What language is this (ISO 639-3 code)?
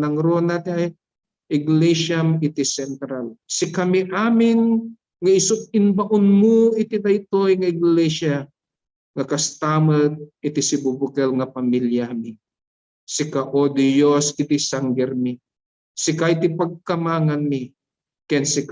ilo